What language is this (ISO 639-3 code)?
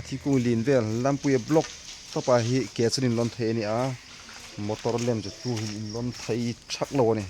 hmr